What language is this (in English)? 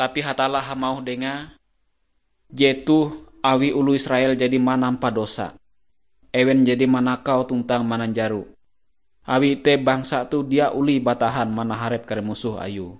Ngaju